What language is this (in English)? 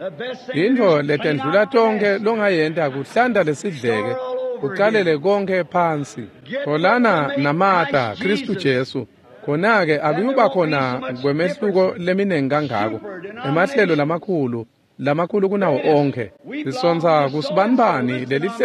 Swati